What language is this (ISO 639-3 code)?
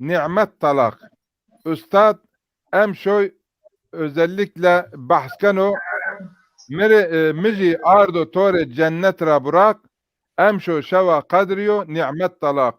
zza